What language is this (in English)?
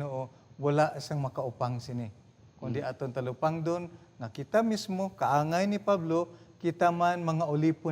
Hiligaynon